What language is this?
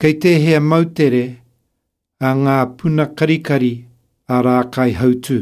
Māori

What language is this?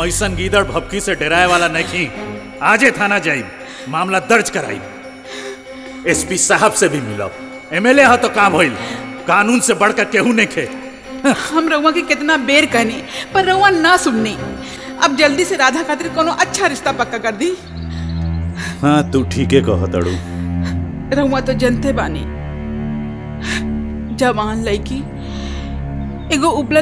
Bhojpuri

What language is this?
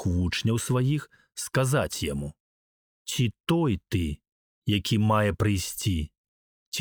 Belarusian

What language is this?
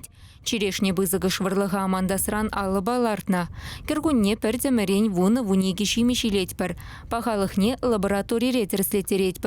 Chuvash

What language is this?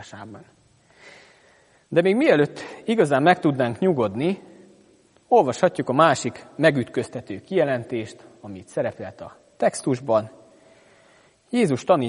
Hungarian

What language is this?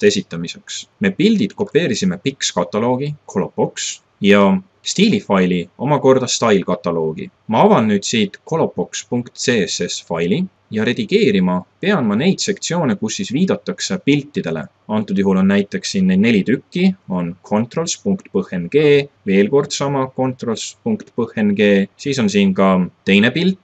Estonian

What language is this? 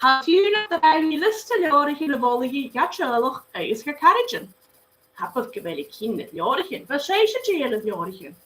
Scottish Gaelic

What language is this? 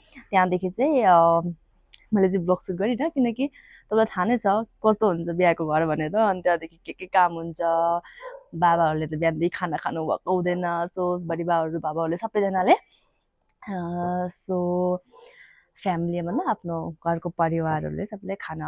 Nepali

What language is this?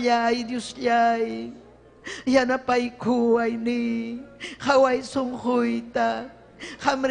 Ayacucho Quechua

